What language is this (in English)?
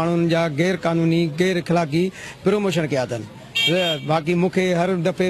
Sindhi